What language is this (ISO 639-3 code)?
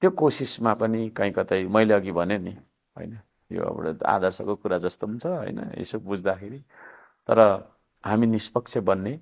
nep